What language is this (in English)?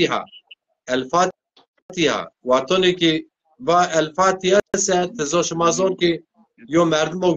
Zaza